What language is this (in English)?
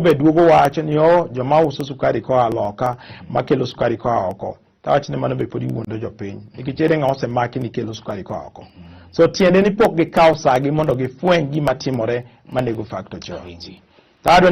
Luo (Kenya and Tanzania)